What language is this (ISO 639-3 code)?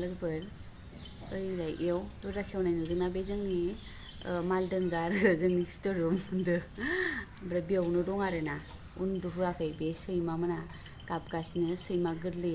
brx